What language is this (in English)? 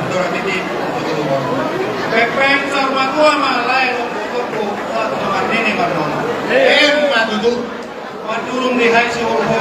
Batak Toba